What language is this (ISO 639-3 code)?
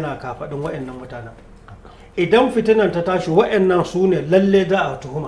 hau